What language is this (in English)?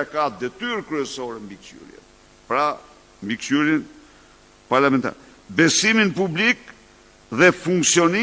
Albanian